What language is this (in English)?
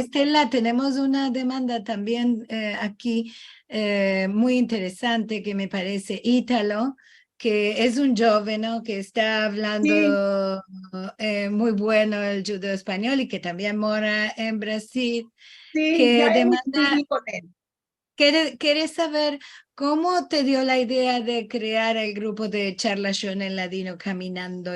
Ladino